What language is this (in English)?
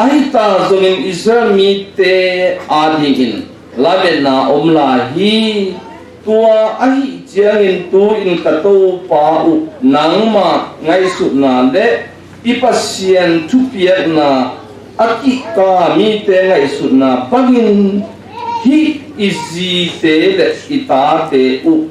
Tedim Chin